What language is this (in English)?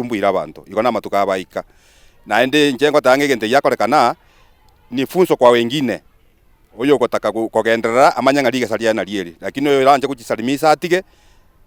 Gusii